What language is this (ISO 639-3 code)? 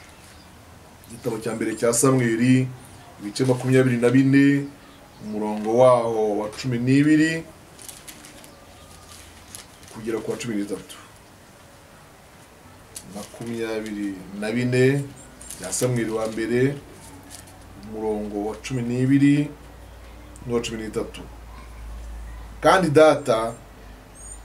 kin